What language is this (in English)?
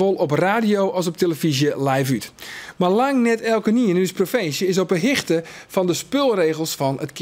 Western Frisian